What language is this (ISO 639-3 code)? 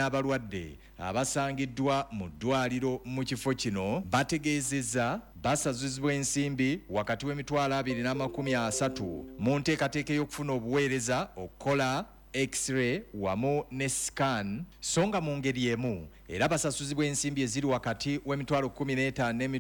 lug